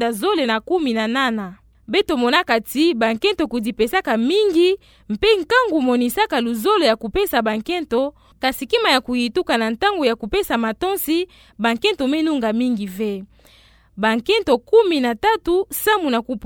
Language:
Kituba (Democratic Republic of Congo)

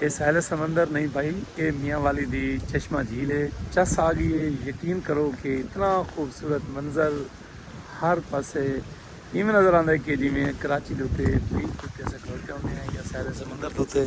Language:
Saraiki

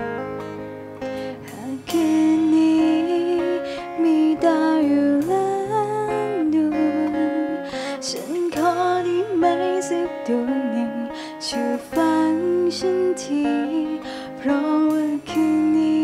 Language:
Thai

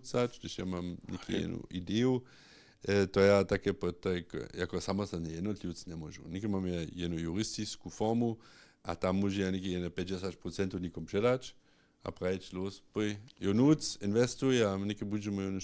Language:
Upper Sorbian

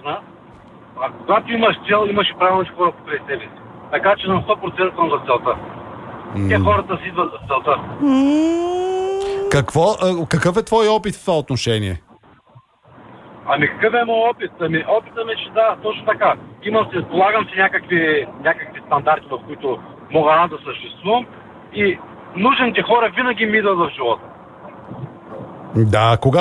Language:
Bulgarian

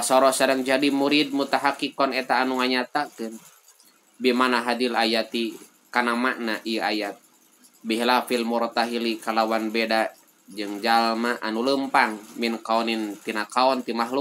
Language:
Sundanese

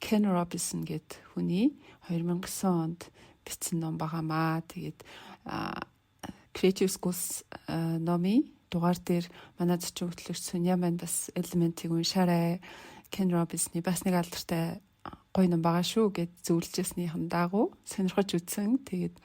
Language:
Mongolian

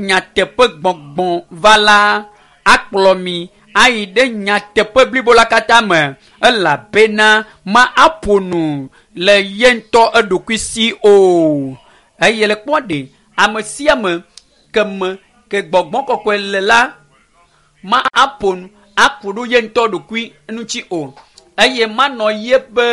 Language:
Ewe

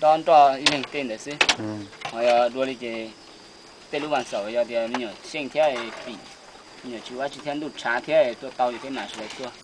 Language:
Hmong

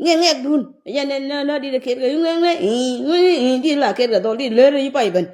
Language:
Nuer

